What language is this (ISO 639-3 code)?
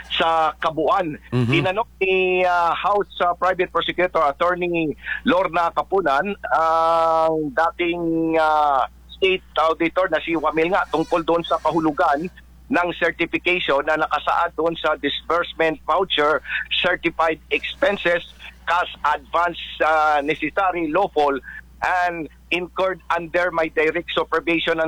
fil